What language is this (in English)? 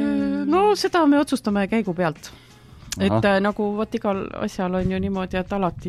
Estonian